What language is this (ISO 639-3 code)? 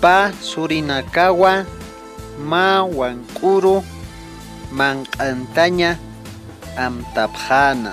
aym